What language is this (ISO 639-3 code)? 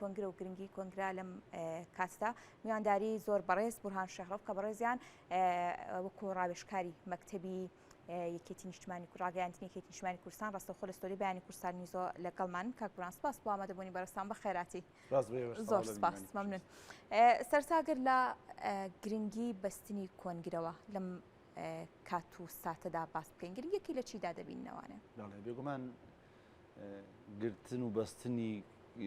ckb